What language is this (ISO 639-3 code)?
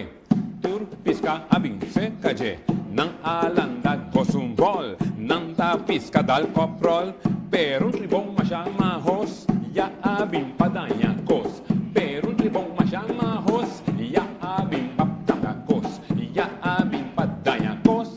pap